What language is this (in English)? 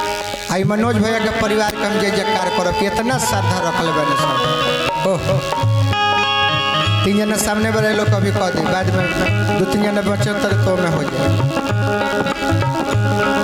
Bhojpuri